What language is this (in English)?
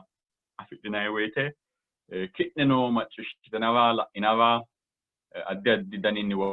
Sidamo